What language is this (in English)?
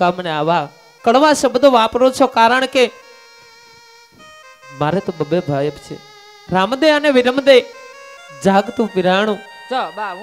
Gujarati